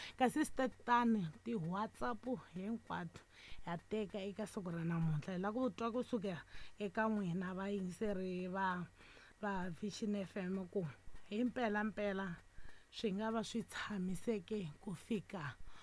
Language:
Tsonga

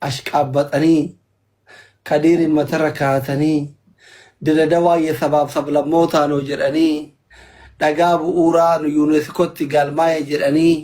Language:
Oromo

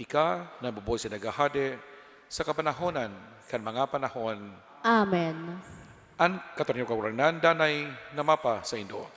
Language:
Bikol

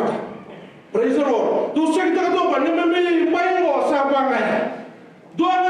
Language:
Fijian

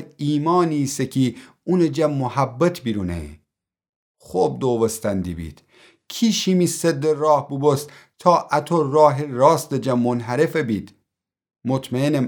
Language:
Gilaki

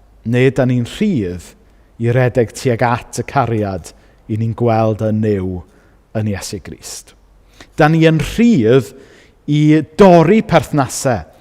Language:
Welsh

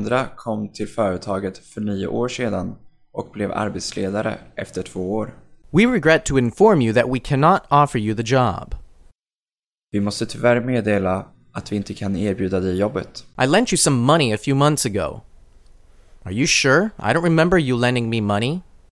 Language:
Swedish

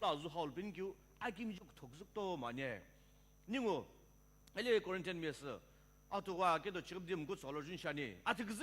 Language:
Sumi Naga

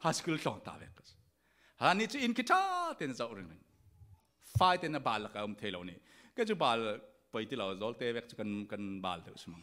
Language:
Falam Chin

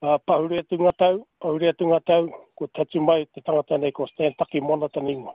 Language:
Māori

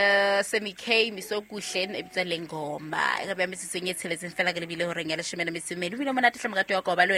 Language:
Southern Sotho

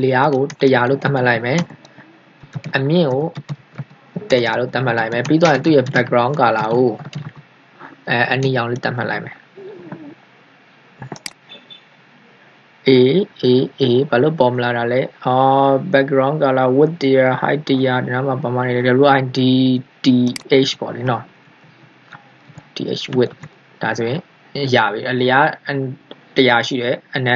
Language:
Burmese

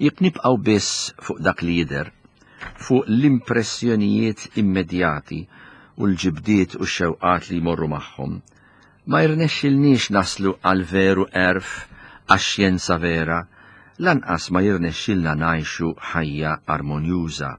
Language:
Maltese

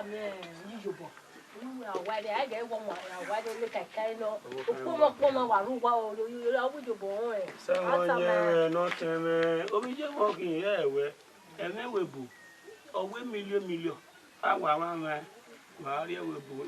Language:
Bini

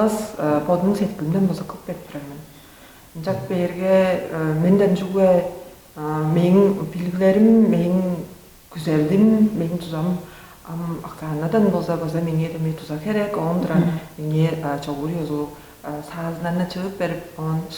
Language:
Tuvinian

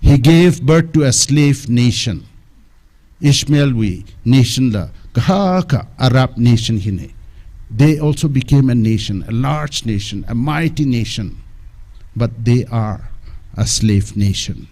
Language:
Tangkhul Naga (India)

